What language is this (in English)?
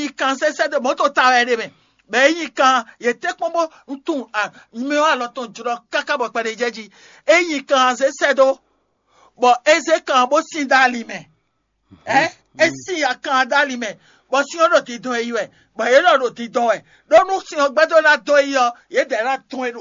Fon